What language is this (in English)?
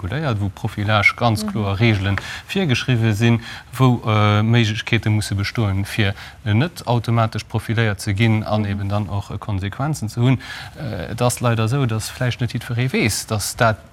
Luxembourgish